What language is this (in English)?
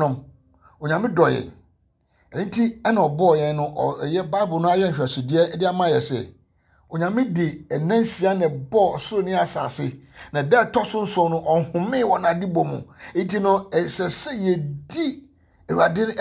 Akan